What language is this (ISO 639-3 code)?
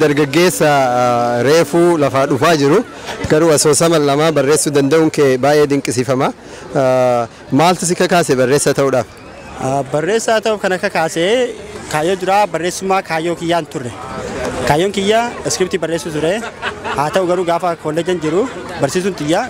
orm